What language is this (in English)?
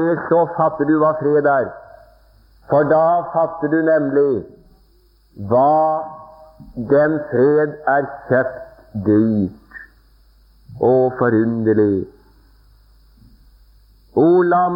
Norwegian